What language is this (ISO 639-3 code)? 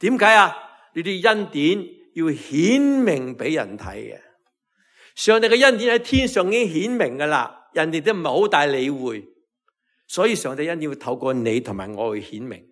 yue